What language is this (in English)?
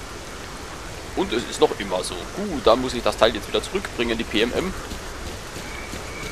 German